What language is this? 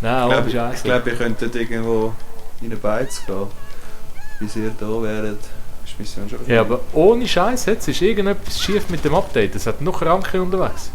Swiss German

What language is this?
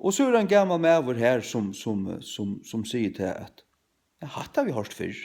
Faroese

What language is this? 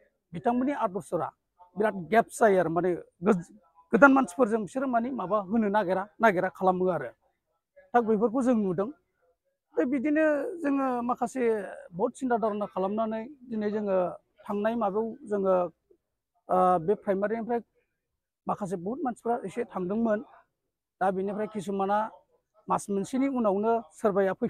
Bodo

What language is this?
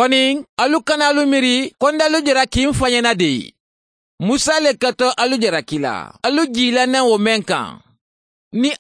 Mandingo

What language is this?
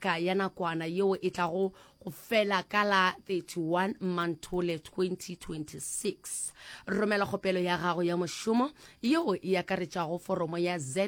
Northern Sotho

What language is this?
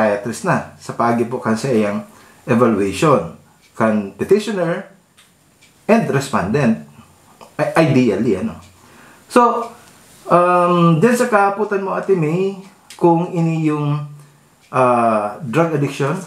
Bikol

